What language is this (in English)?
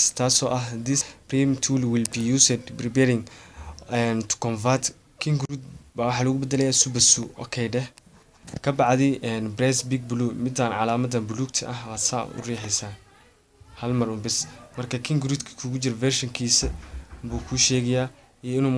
Somali